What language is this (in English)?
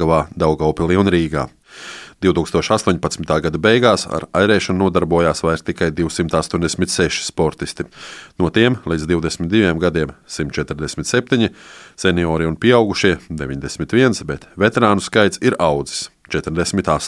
Latvian